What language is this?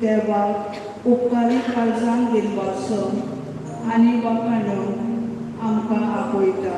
Konkani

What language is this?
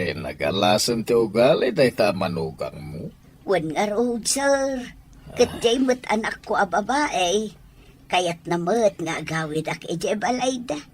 Iloko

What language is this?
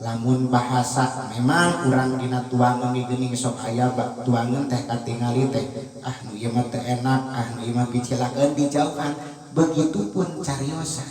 Sundanese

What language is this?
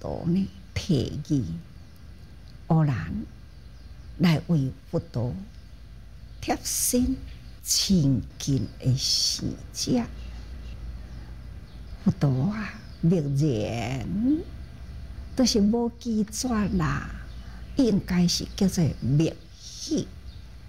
Chinese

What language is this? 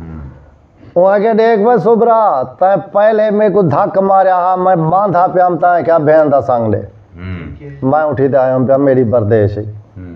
Saraiki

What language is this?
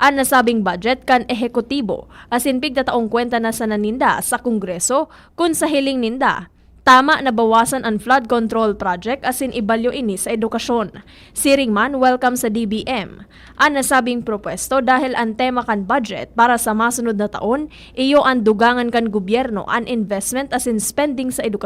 Bikol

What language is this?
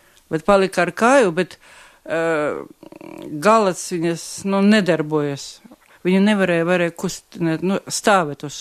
Latvian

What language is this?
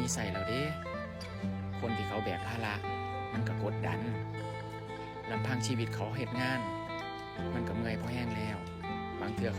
Lao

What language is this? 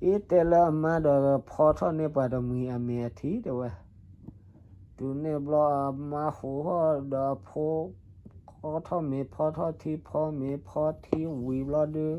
S'gaw Karen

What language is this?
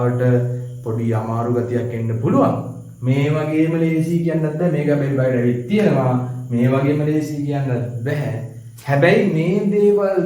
Sinhala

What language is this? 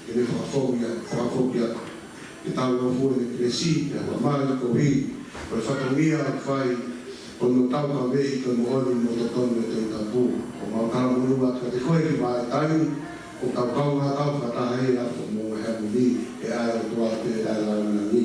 Tongan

